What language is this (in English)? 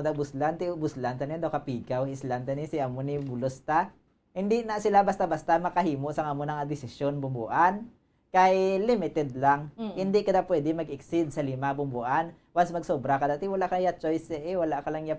Hiligaynon